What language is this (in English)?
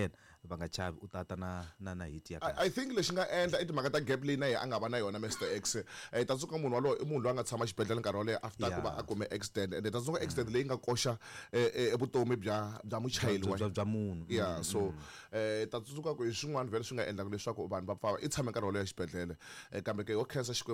Tsonga